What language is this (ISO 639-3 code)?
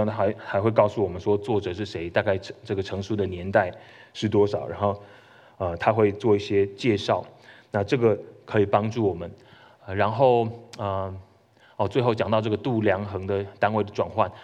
zho